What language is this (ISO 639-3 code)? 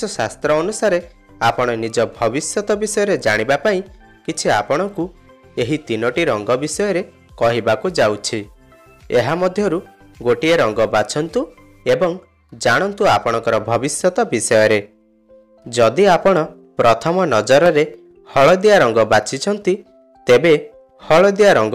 ori